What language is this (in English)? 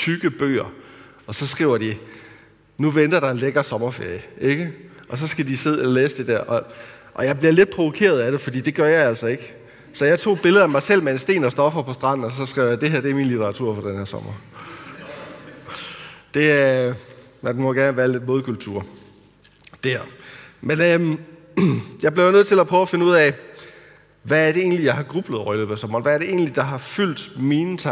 Danish